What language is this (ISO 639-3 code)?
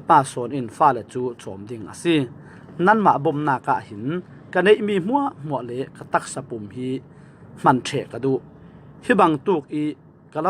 cfm